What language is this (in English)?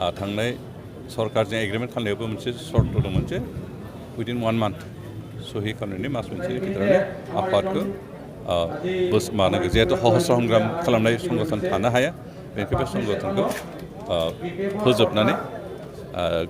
Bodo